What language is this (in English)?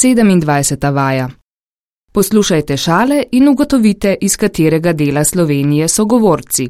Slovenian